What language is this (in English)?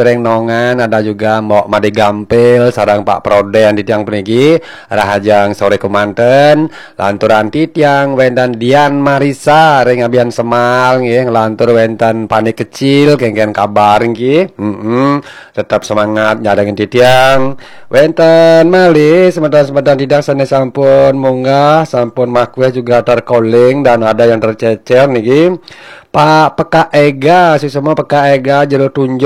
Balinese